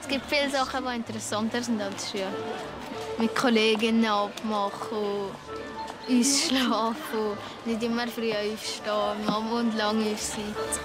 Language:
Swiss German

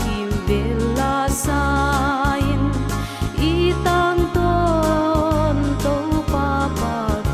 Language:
Paite Chin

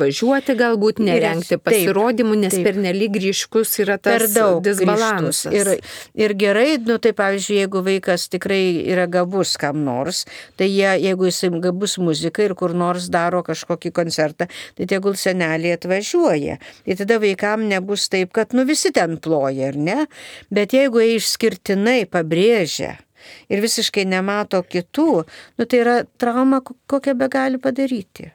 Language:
Lithuanian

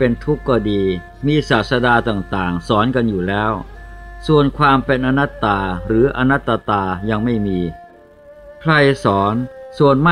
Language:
Thai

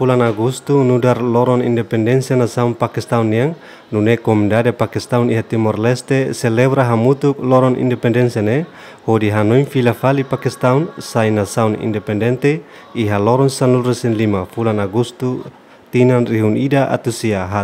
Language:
Tetum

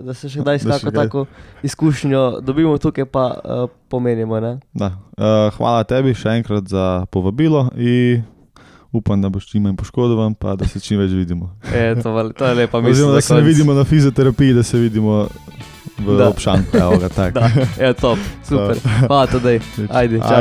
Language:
Slovenian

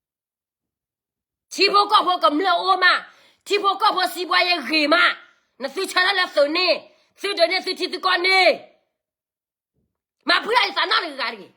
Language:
S'gaw Karen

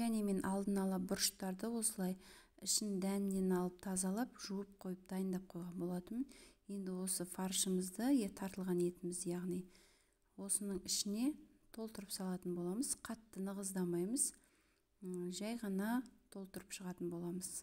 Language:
Kazakh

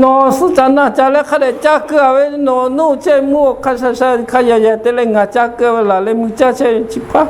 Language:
Lahu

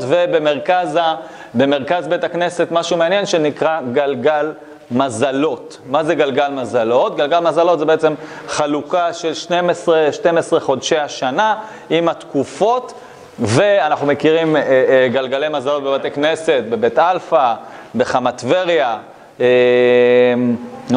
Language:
Hebrew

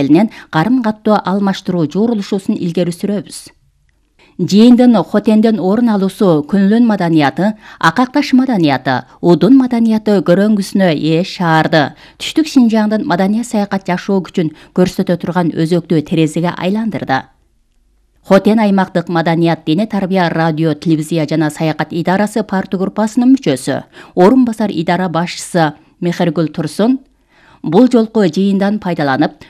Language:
Kyrgyz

